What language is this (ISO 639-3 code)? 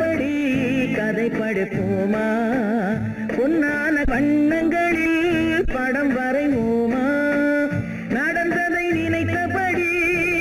tam